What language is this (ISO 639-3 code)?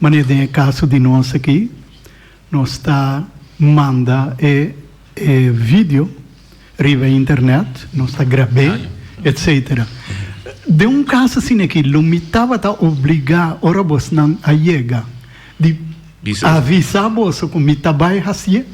pap